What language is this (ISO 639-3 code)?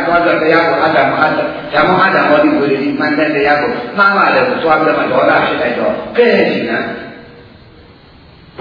mya